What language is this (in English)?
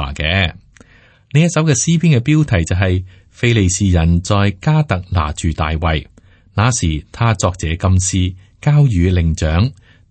Cantonese